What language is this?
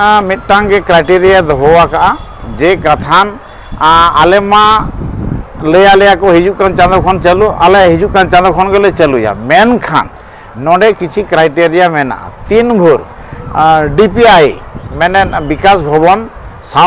Santali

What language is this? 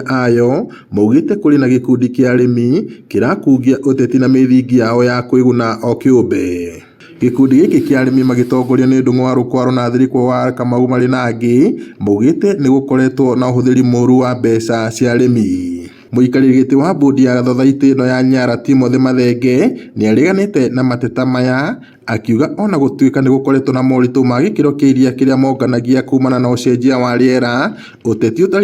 Kikuyu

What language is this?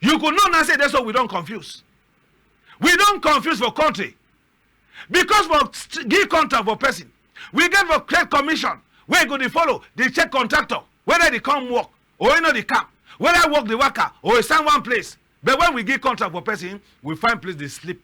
Cameroon Pidgin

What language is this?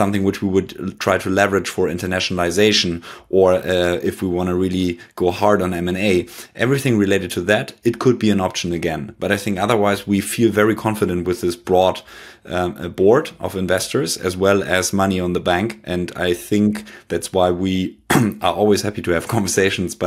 English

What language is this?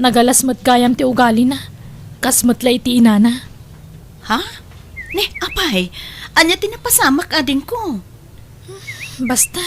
Iloko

